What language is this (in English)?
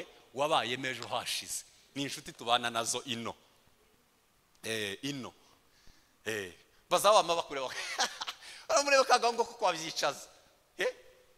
Kinyarwanda